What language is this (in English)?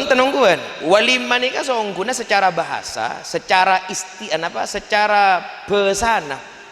Madurese